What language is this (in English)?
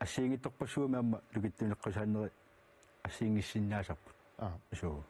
Kalaallisut